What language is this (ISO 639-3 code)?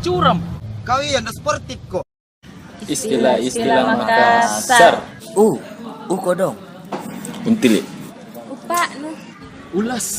mfp